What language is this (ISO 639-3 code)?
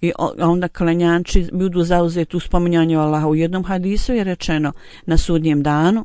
bos